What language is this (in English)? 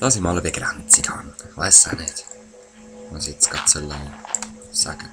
Swiss German